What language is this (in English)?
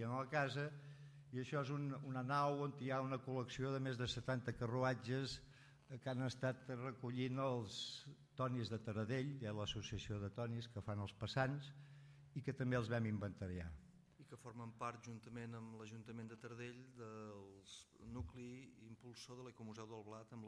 Catalan